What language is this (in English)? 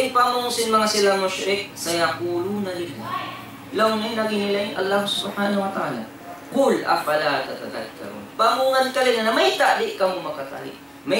Tausug